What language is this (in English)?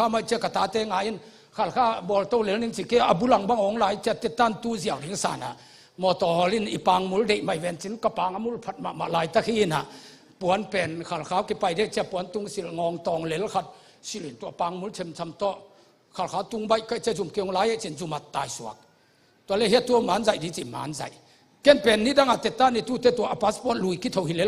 Tedim Chin